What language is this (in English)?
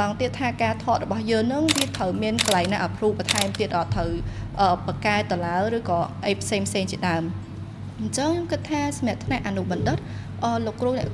Khmer